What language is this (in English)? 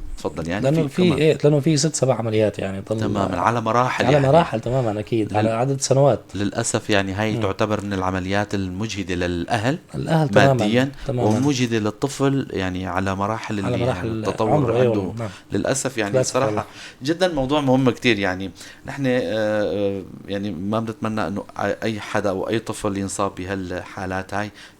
North Levantine Arabic